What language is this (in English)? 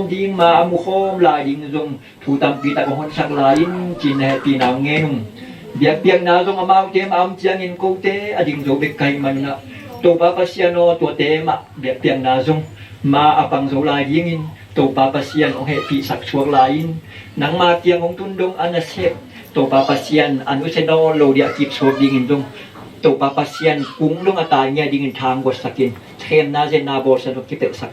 Tedim Chin